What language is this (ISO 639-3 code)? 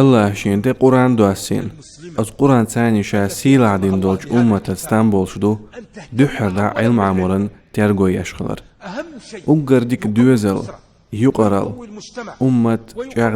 che